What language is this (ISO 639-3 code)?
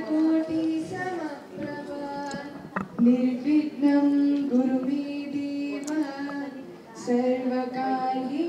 tel